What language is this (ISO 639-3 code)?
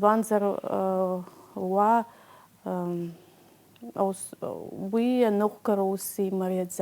abk